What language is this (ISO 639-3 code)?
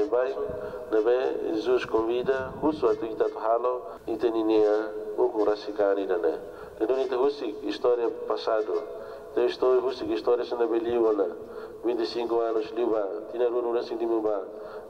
tet